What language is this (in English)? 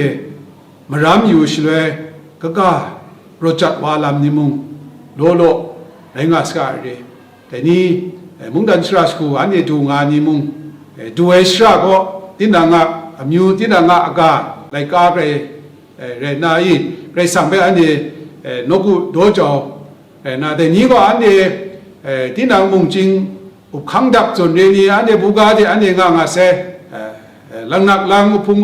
Kachin